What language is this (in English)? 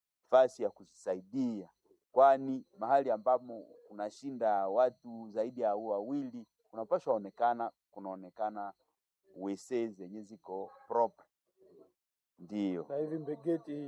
Swahili